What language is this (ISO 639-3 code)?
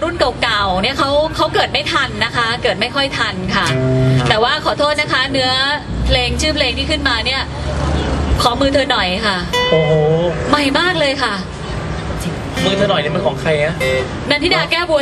tha